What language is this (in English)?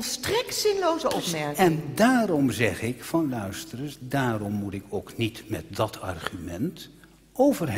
Dutch